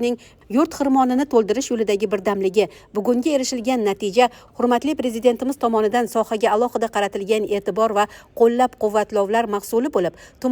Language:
Uzbek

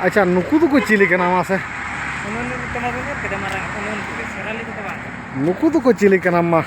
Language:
Santali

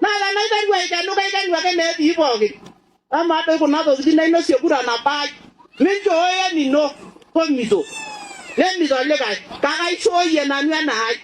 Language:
Masai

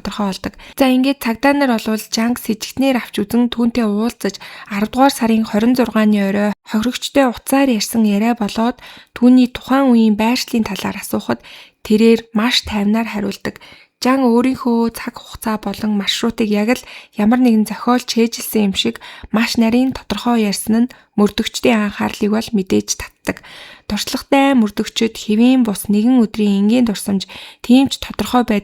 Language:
Mongolian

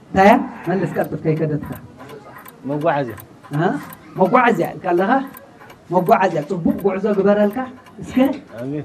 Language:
Tigrinya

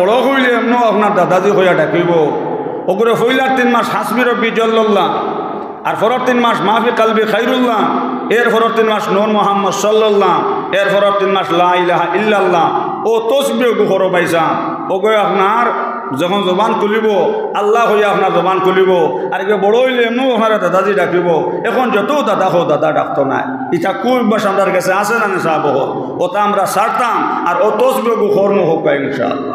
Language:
Sylheti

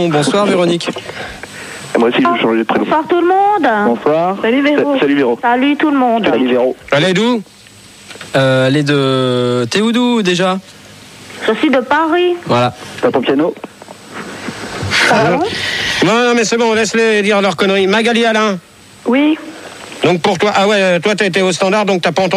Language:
French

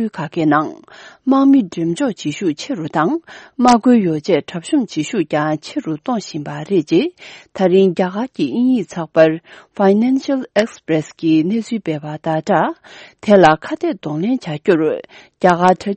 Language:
Tibetan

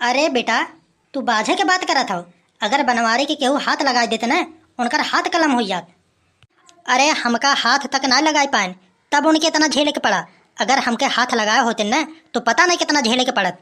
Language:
Awadhi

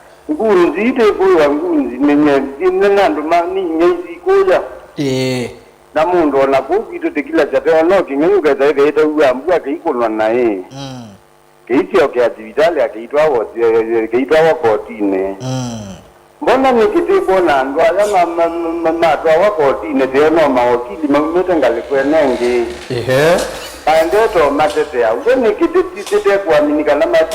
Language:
Kamba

